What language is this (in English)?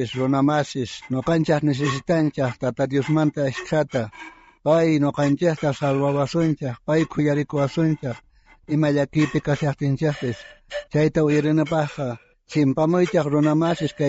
South Bolivian Quechua